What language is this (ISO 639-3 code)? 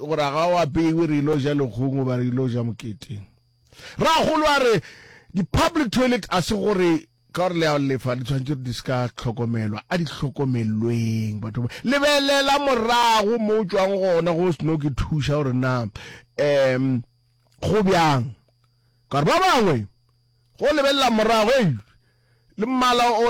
nso